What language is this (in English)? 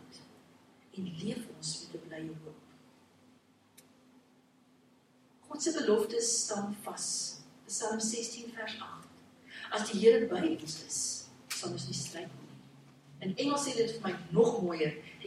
Afrikaans